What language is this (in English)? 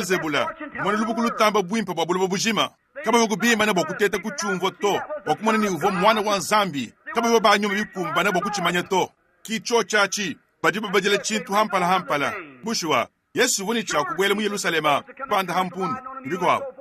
Luba-Lulua